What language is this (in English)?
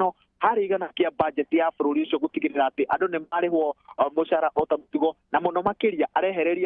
Kikuyu